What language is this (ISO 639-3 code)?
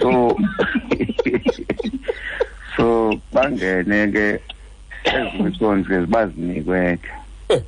xho